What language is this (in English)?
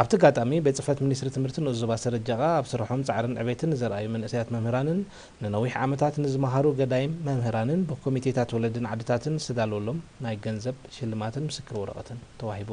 Tigrinya